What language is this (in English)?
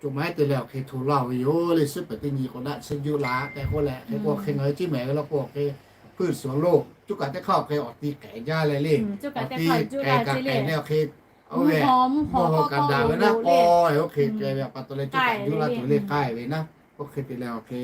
Lahu